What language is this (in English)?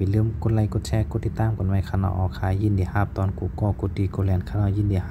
Shan